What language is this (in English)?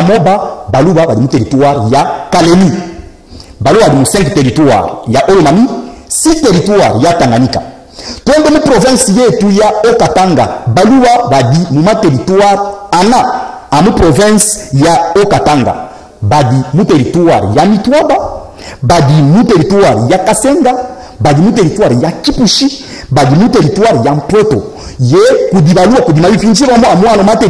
Luba-Katanga